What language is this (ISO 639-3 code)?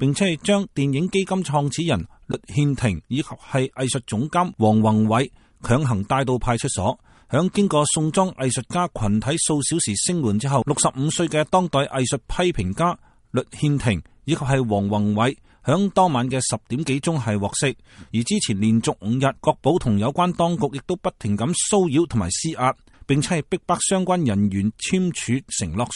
yue